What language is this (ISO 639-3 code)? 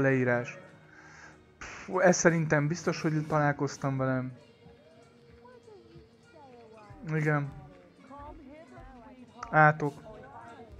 hun